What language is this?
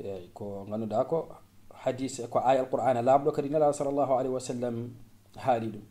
Fula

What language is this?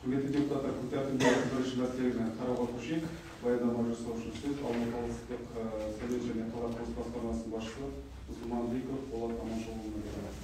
Kazakh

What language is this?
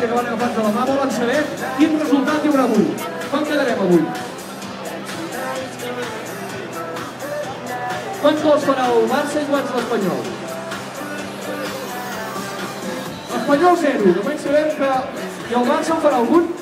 Catalan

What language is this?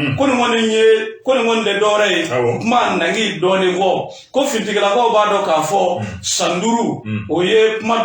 Bambara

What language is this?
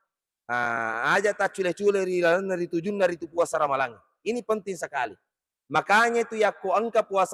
Buginese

